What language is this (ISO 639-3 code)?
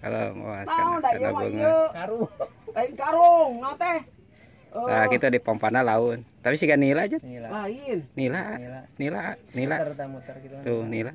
sun